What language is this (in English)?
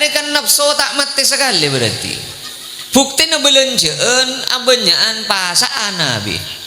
Madurese